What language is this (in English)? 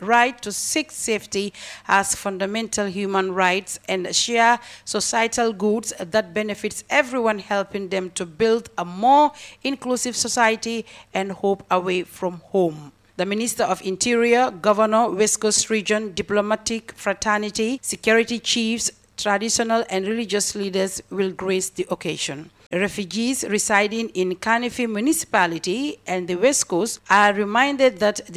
English